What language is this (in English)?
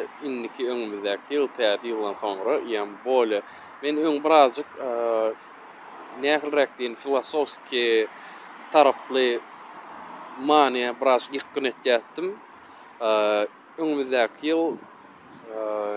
Turkmen